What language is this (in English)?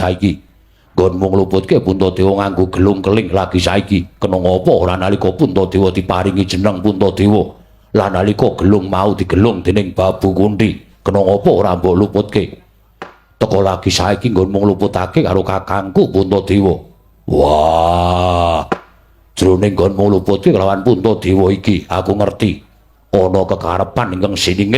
Javanese